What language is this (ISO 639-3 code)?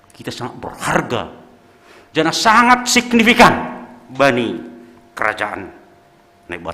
bts